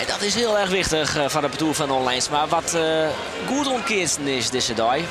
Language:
Western Frisian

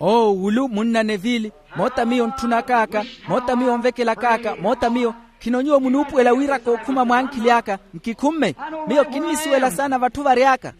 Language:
Makhuwa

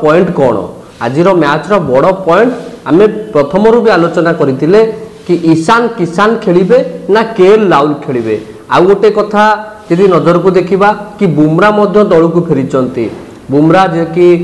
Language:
Odia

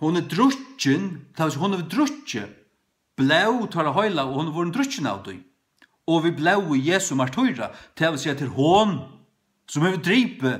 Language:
Faroese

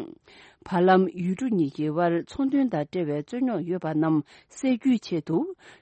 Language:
Tibetan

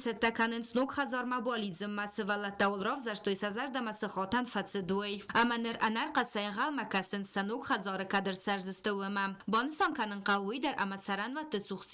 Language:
Ossetic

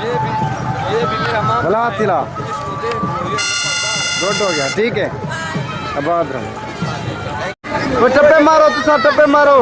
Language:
Saraiki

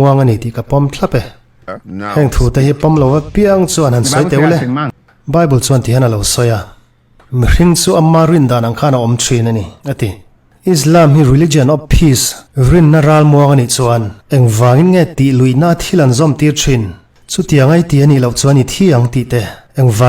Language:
Mizo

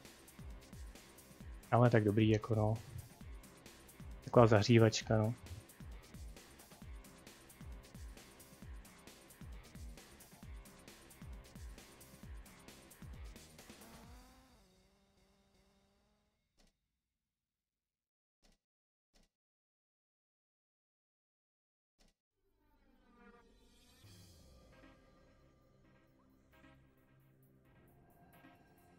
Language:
Czech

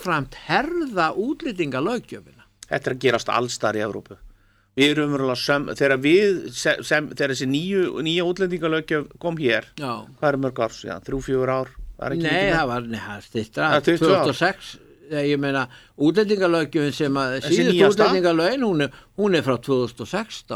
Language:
Icelandic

